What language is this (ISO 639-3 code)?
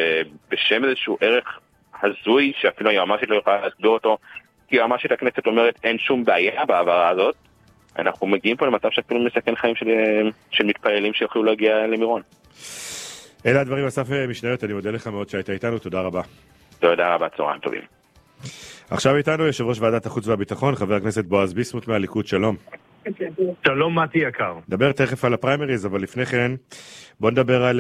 heb